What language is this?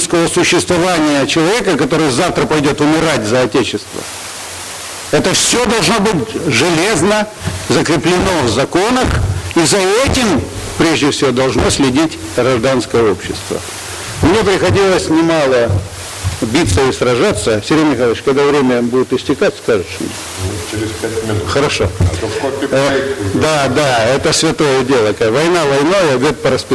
Russian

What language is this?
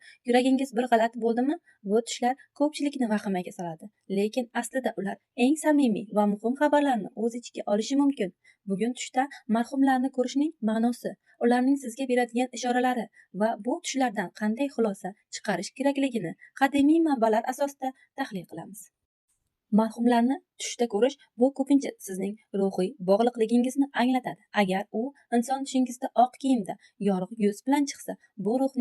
Uzbek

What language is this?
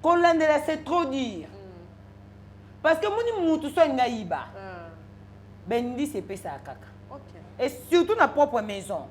Lingala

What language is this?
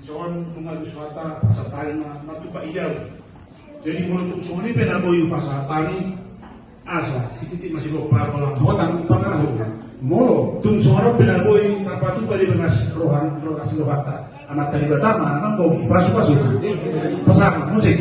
Batak Toba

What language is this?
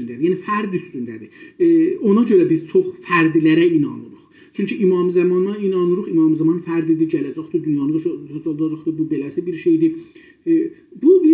South Azerbaijani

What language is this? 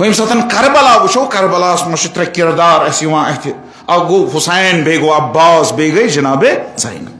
Kashmiri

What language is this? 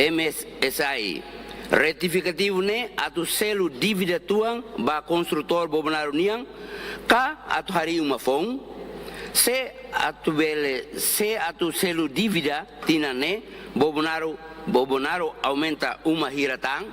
Tetum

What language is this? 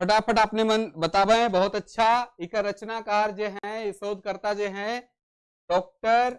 Sadri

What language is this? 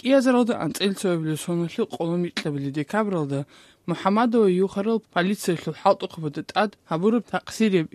Avaric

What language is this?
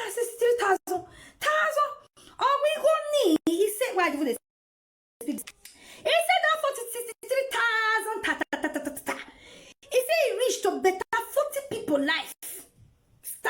Nigerian Pidgin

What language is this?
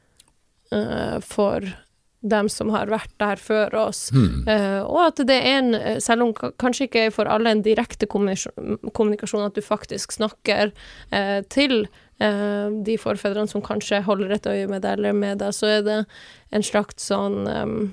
Norwegian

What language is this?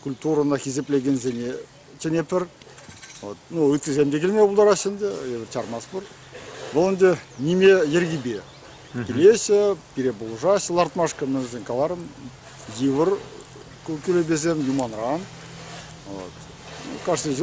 Chuvash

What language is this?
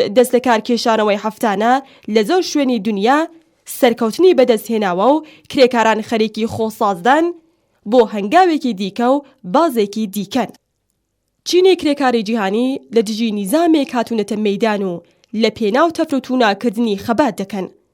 Central Kurdish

